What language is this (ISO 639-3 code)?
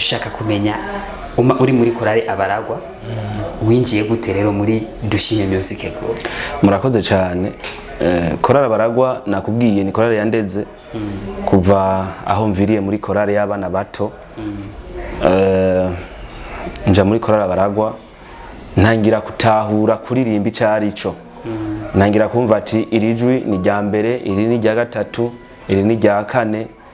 run